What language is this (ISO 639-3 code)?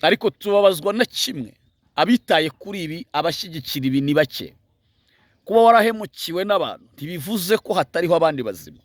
kin